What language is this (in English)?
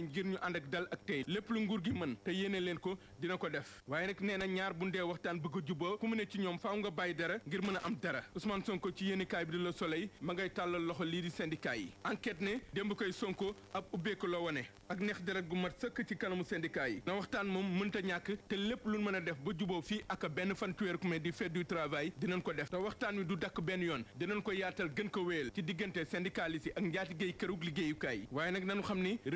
Wolof